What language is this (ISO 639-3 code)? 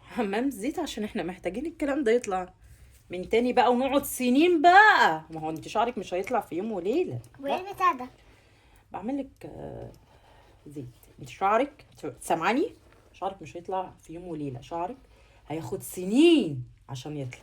arz